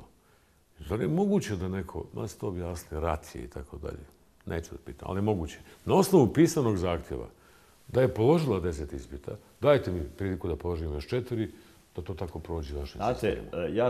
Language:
Bosnian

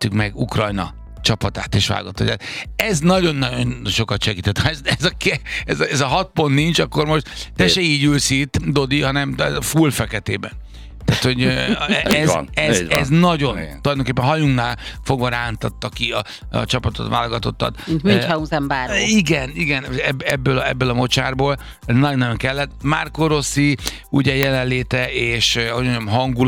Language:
Hungarian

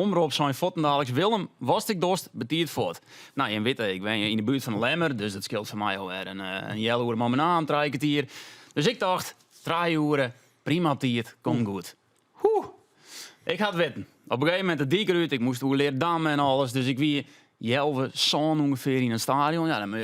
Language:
Western Frisian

